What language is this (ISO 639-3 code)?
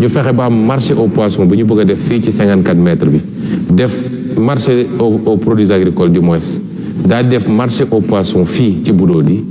wol